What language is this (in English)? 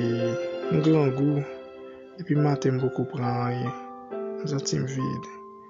Haitian Creole